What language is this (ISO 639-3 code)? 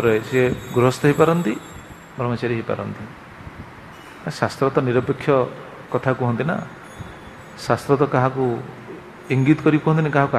ori